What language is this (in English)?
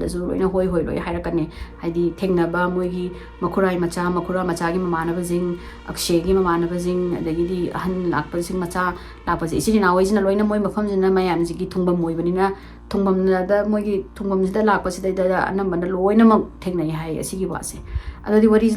Manipuri